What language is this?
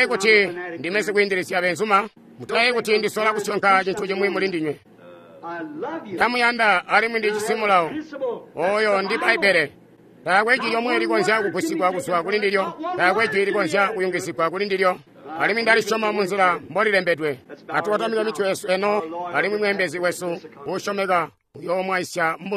Tonga (Zambia)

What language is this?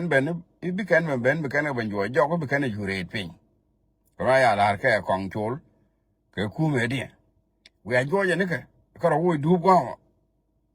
Nuer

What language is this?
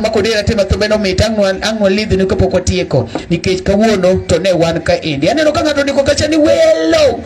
Luo (Kenya and Tanzania)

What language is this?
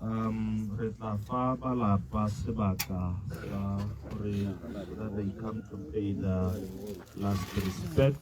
Tswana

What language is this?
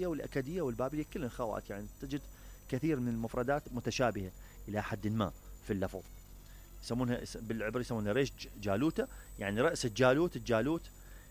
Mesopotamian Arabic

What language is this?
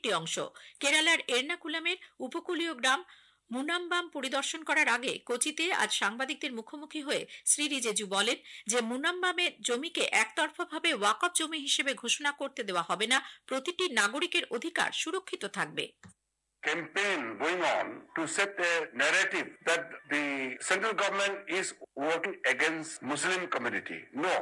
Bangla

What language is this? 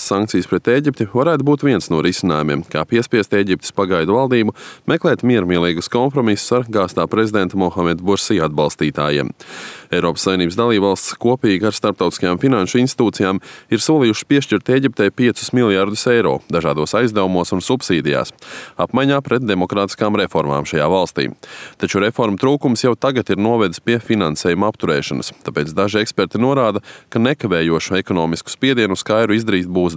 Latvian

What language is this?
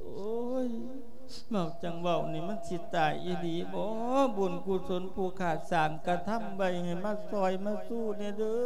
Lao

